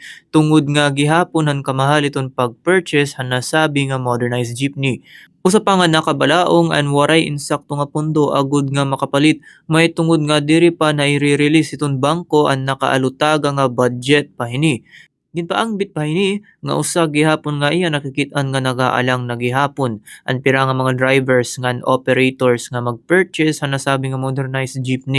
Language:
Waray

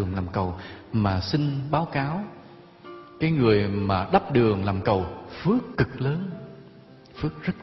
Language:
Vietnamese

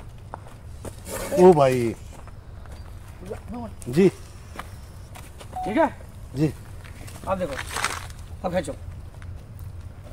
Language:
Hindi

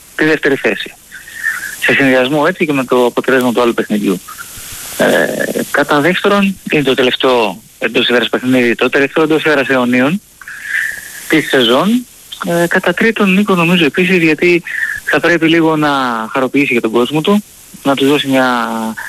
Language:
Greek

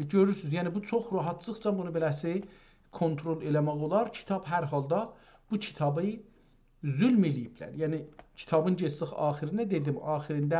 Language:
South Azerbaijani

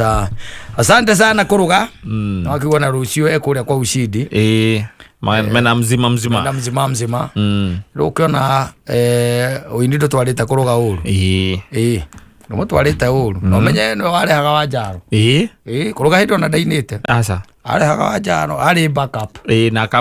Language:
Kikuyu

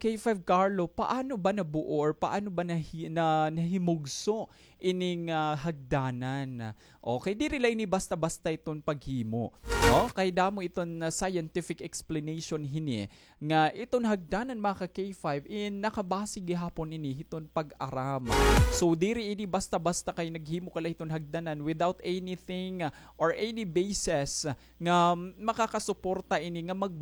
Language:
Waray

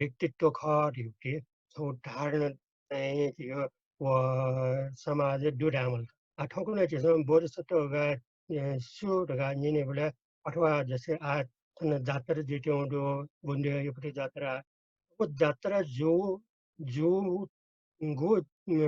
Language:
Newari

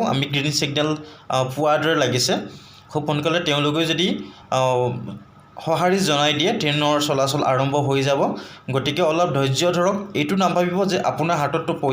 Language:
Assamese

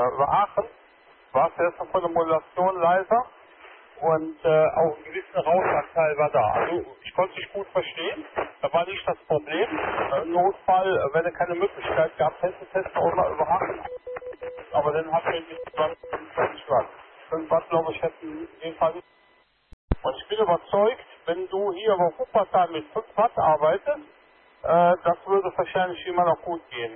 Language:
German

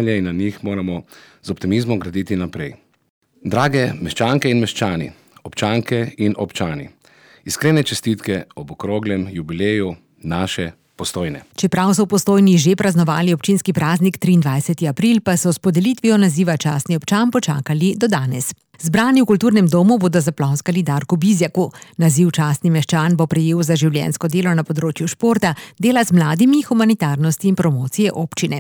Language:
Slovenian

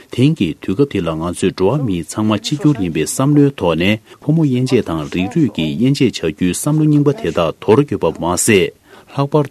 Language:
Tibetan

